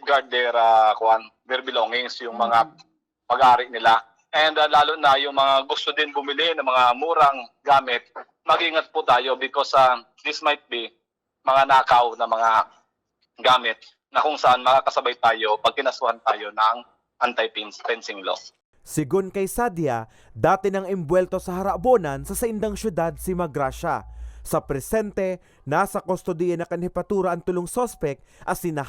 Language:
Bikol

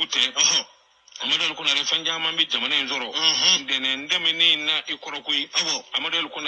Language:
Bambara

